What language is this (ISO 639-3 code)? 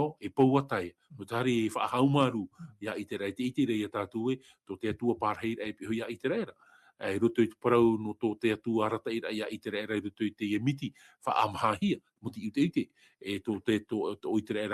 tah